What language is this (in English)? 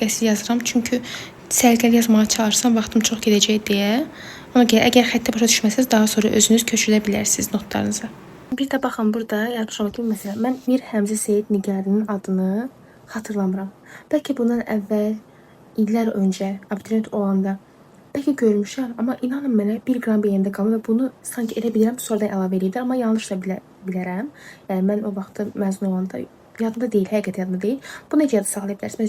Azerbaijani